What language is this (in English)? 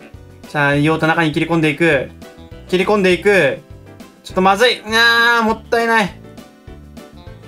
Japanese